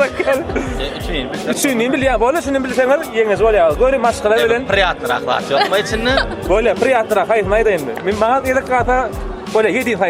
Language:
Turkmen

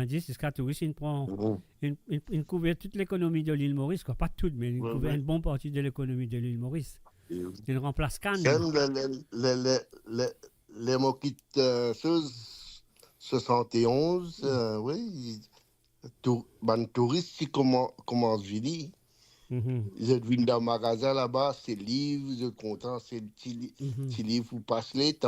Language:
Morisyen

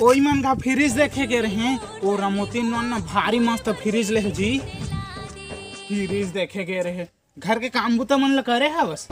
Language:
Chhattisgarhi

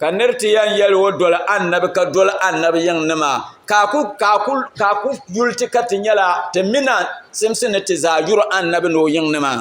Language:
Dagbani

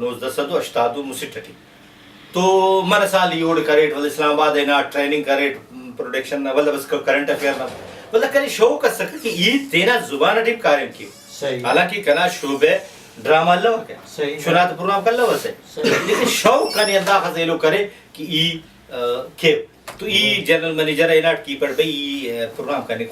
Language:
Brahui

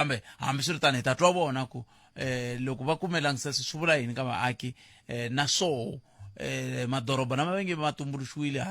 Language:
Tsonga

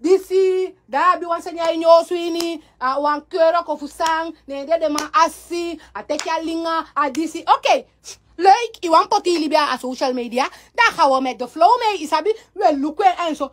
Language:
Sranan Tongo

